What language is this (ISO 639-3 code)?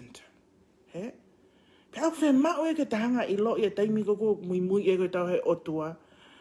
ton